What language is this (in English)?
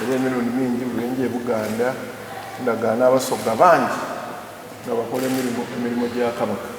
Soga